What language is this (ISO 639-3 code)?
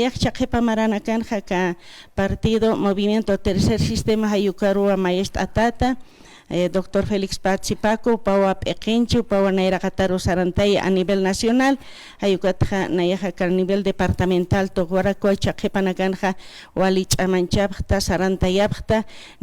aym